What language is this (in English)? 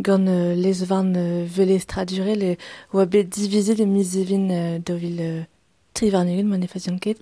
Breton